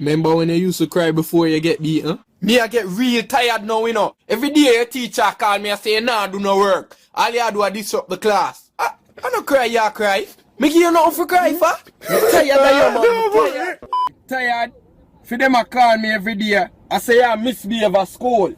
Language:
Jamaican Creole English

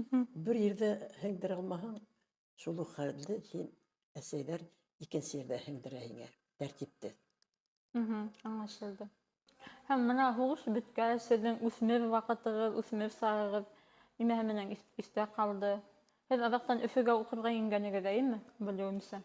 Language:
Bashkir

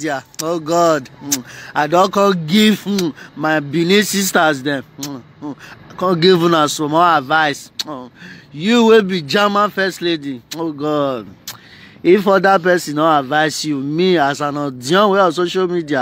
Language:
Nigerian Pidgin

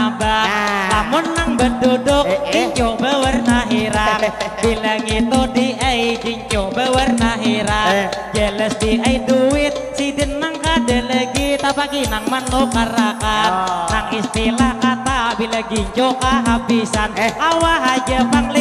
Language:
Banjar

